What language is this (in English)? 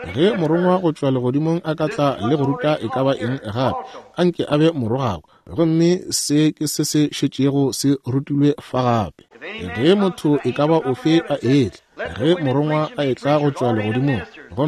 Northern Sotho